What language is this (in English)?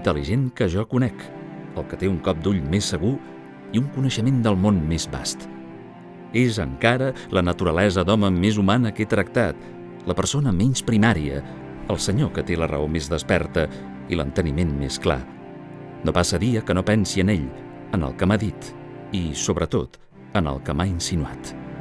Catalan